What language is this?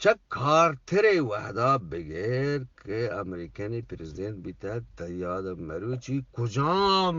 Eastern Balochi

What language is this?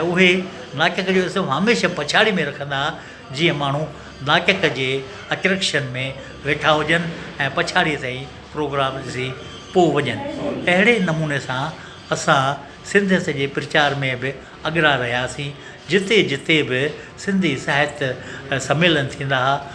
Sindhi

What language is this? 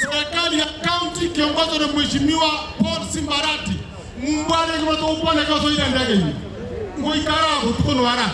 Gusii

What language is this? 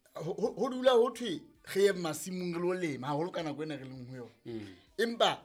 Southern Sotho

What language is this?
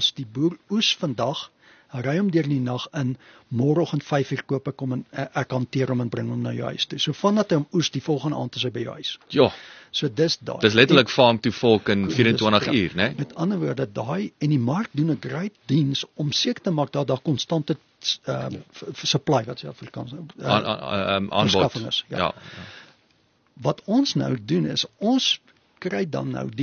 Afrikaans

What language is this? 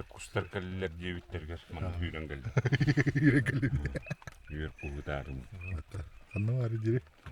Yakut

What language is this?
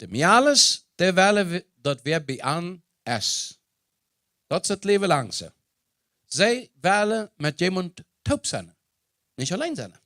Plautdietsch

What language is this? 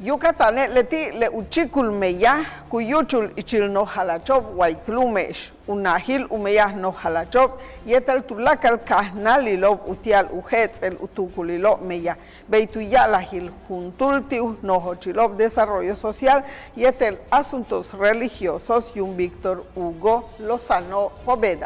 Yucateco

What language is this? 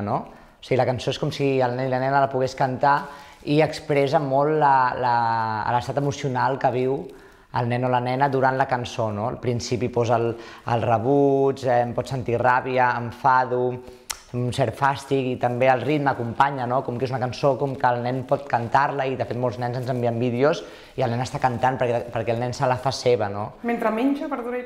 Catalan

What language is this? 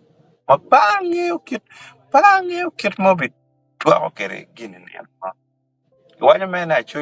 Acoli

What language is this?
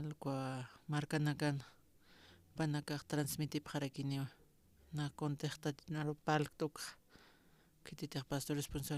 Aymara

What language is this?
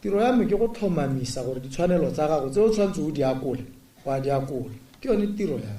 Tswana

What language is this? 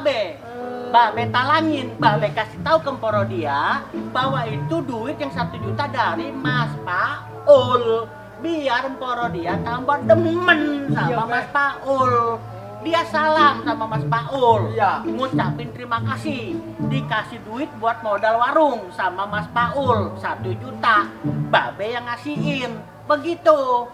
Betawi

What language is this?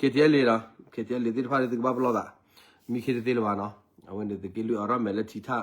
S'gaw Karen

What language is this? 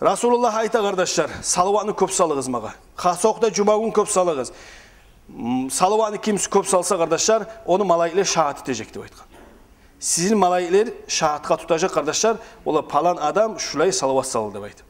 Kumyk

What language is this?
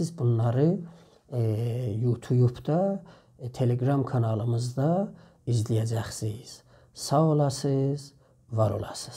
South Azerbaijani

